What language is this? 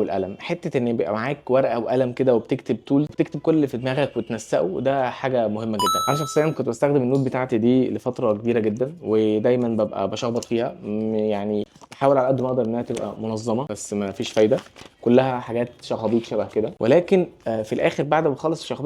Egyptian Arabic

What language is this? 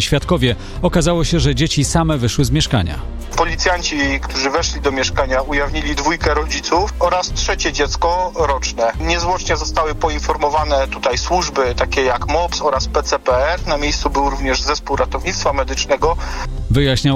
Polish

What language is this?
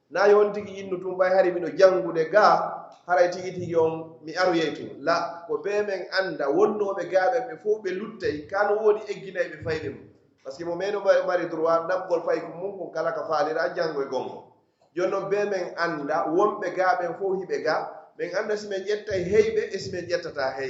Pular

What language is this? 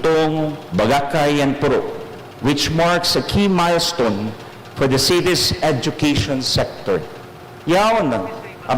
Bikol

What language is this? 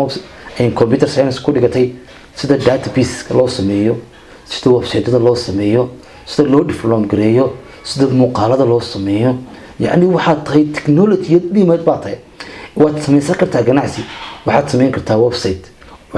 Somali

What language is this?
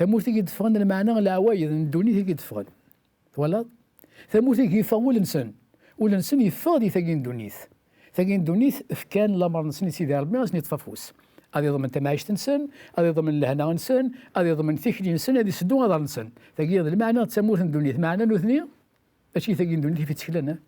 Kabyle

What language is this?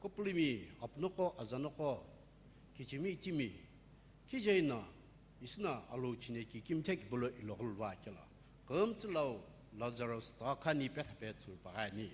Sumi Naga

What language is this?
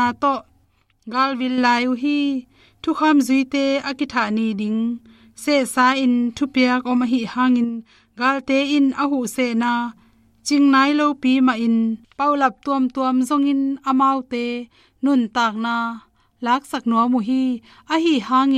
Tedim Chin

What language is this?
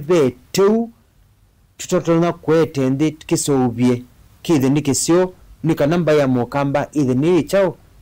Kamba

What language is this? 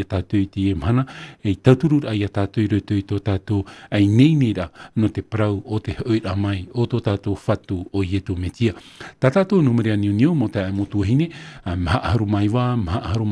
Tahitian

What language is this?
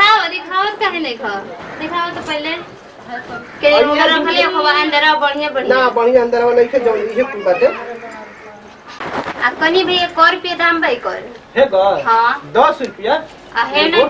Bhojpuri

